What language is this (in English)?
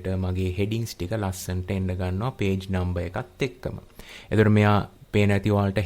Sinhala